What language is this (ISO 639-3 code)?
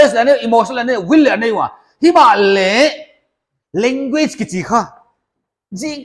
pck